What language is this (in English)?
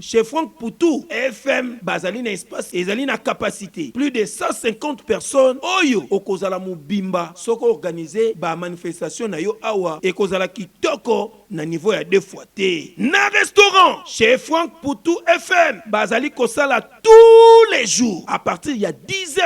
Lingala